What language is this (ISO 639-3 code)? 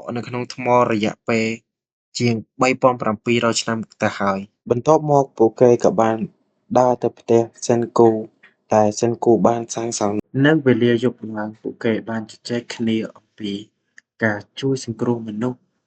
khm